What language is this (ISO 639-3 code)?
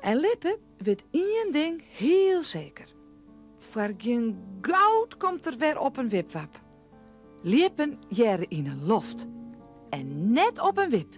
fry